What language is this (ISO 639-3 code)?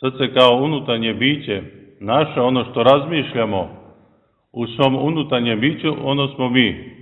srp